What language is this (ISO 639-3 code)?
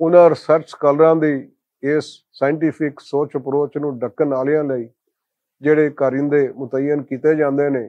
lah